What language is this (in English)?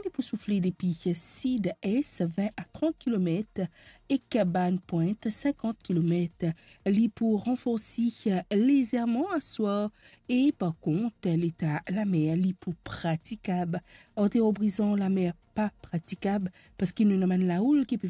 Morisyen